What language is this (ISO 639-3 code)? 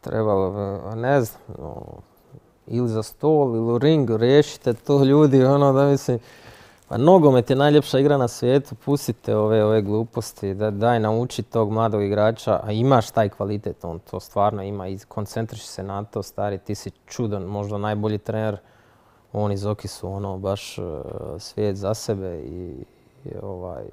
hrv